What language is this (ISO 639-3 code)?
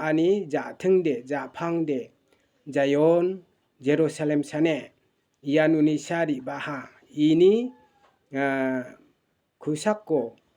grt